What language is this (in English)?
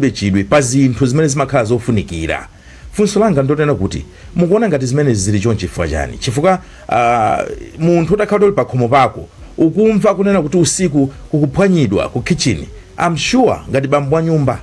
Nyanja